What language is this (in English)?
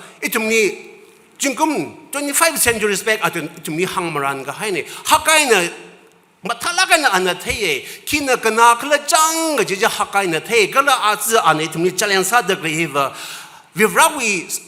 Tangkhul Naga (India)